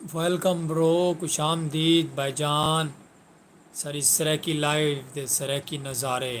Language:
Saraiki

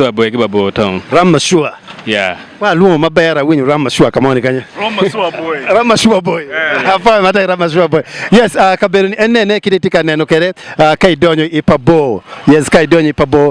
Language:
Acoli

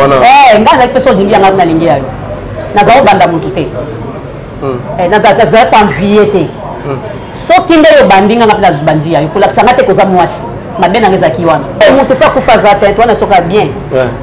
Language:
Lingala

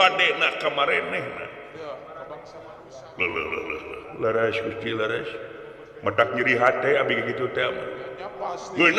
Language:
Sundanese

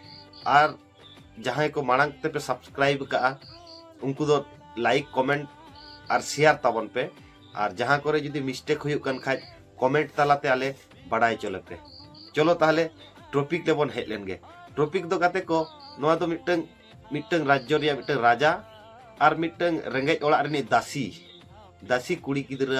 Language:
Santali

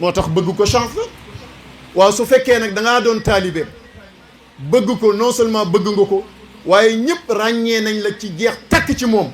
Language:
Wolof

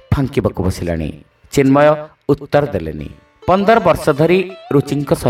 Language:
Odia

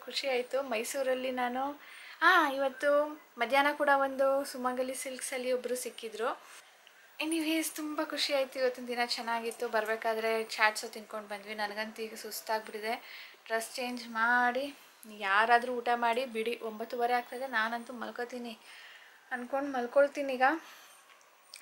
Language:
Kannada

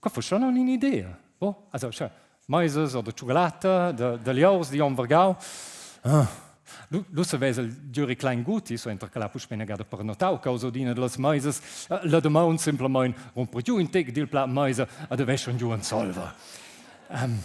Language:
Romansh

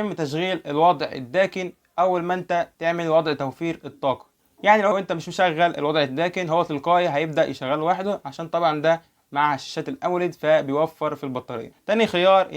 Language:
Egyptian Arabic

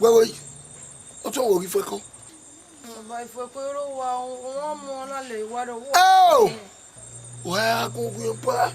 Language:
Bini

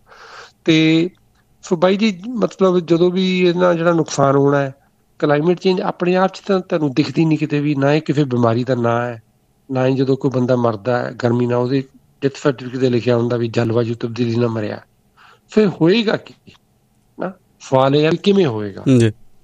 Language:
Punjabi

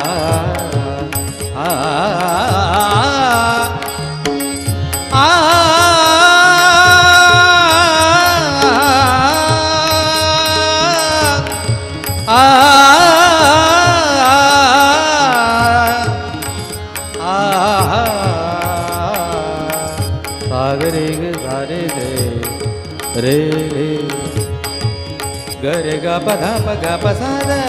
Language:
Marathi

